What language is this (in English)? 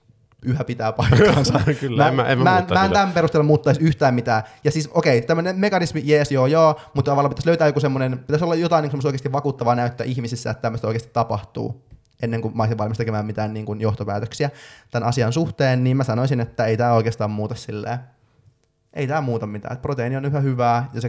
Finnish